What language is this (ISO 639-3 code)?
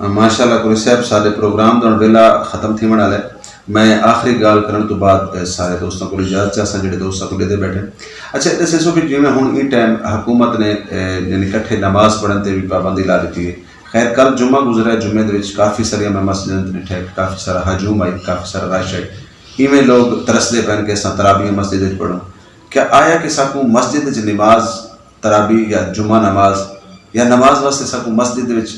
skr